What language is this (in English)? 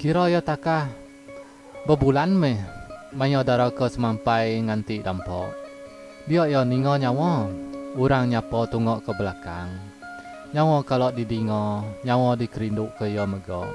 Iban